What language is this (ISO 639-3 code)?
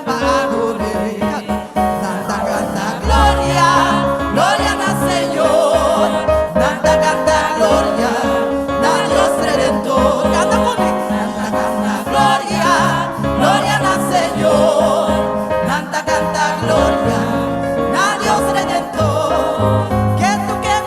pap